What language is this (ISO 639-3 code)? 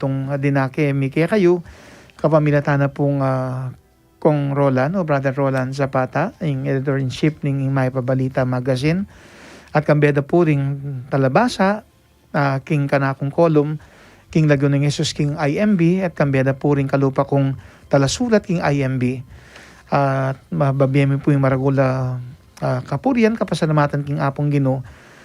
pam